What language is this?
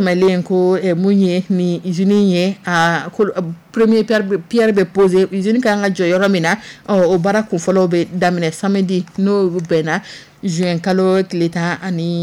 Dyula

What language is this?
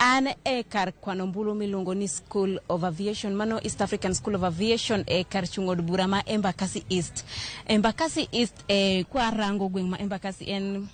Luo (Kenya and Tanzania)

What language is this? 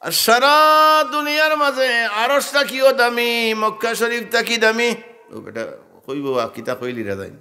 Sylheti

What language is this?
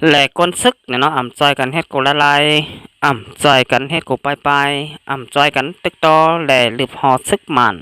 Shan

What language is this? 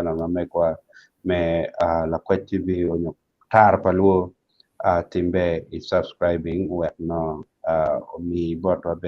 Acoli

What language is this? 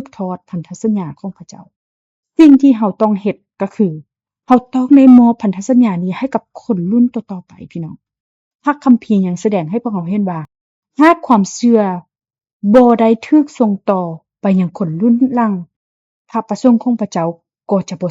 Lao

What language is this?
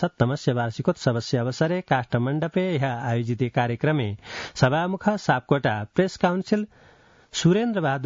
Sanskrit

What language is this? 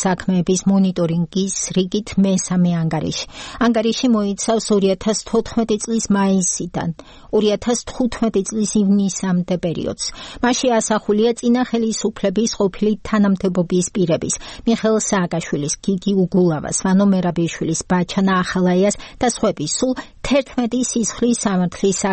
Georgian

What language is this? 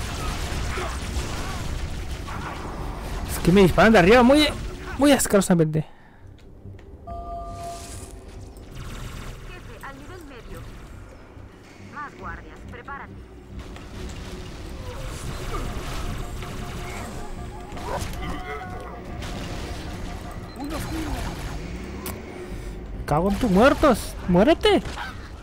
Spanish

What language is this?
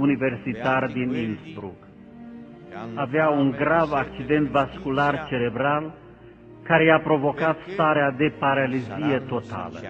Romanian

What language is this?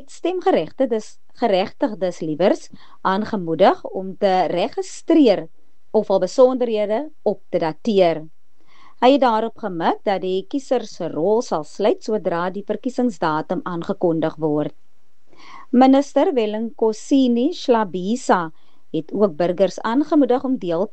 Afrikaans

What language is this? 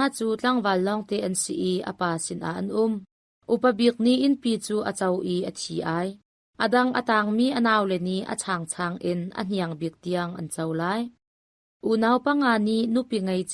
Hakha Chin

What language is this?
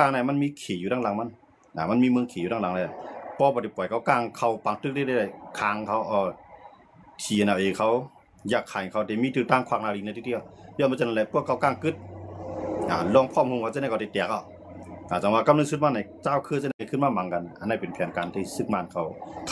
Shan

